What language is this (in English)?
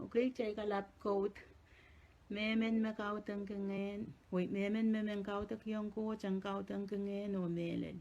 Pohnpeian